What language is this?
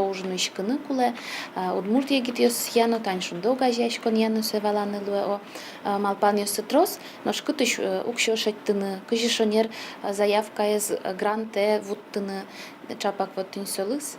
Udmurt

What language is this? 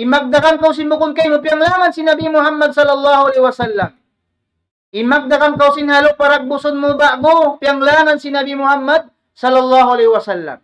Tausug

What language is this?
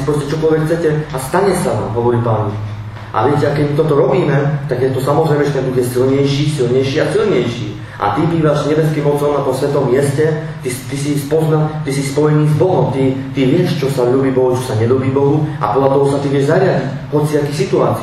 Slovak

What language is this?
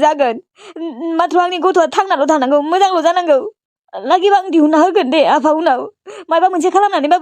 Bodo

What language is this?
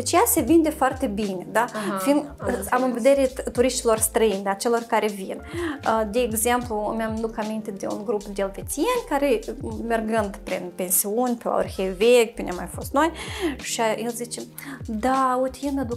Romanian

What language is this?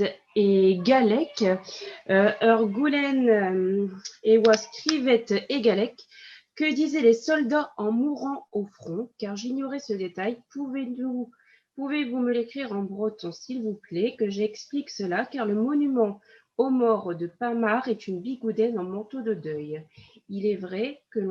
Breton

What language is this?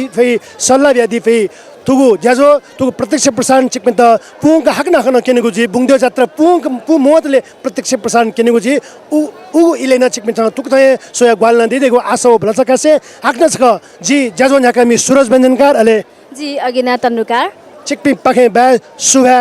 Newari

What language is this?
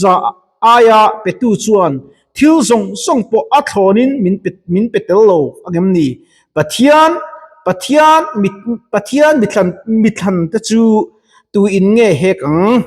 Mizo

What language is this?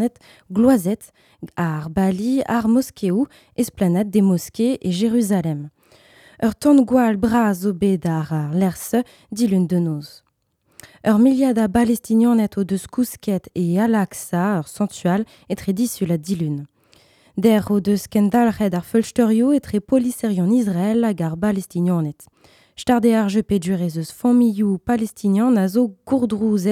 Breton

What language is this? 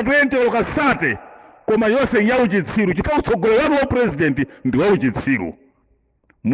Nyanja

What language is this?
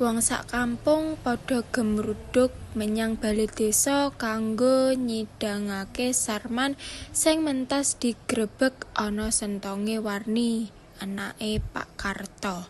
Javanese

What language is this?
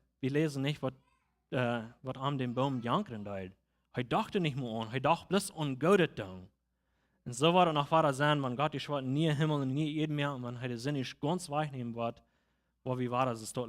Plautdietsch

